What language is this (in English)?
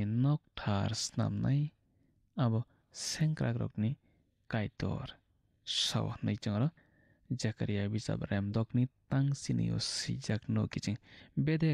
Kok Borok